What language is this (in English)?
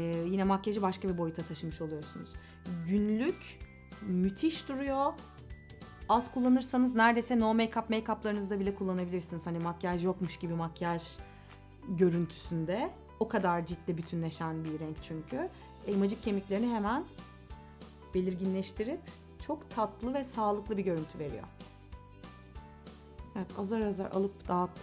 Turkish